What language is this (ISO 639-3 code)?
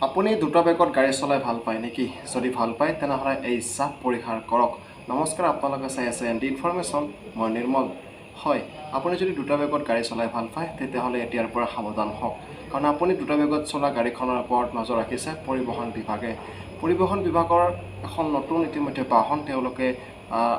asm